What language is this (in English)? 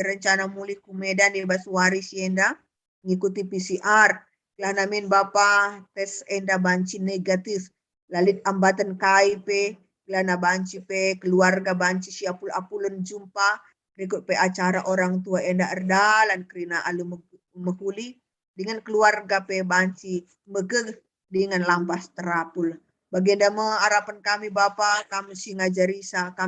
Batak Karo